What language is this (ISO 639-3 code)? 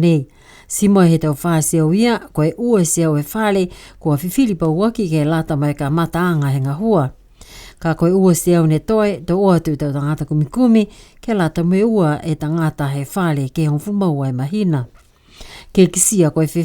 niu